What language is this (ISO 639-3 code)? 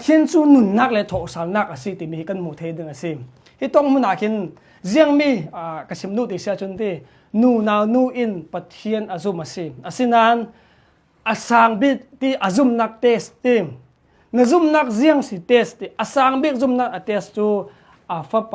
cnh